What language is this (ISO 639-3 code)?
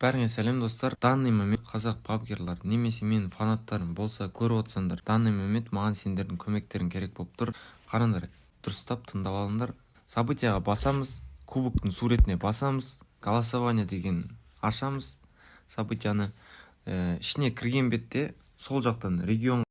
kaa